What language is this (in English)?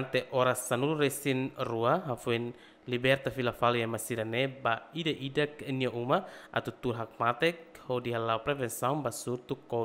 Tetum